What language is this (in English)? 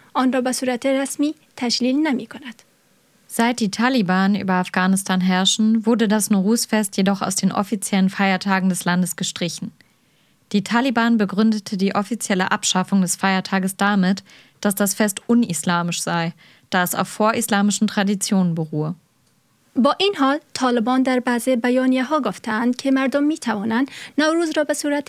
Persian